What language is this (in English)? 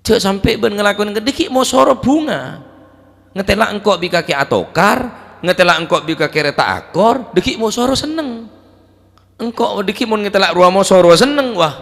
Madurese